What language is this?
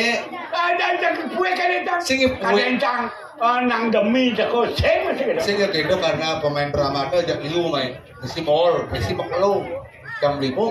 Balinese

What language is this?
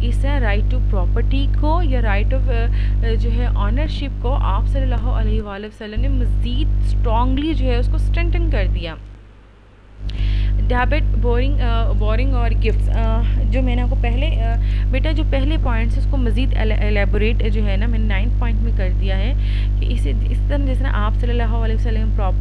Urdu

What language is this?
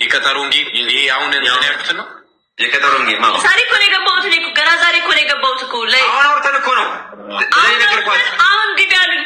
Amharic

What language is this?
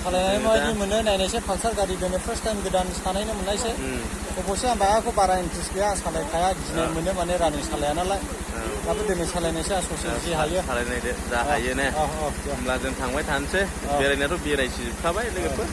Bodo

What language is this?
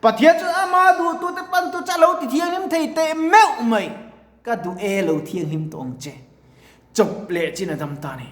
Mizo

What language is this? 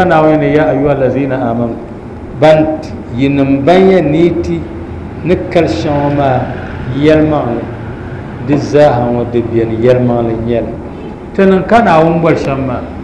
Dagbani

